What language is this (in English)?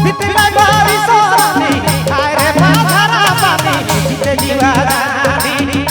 Sadri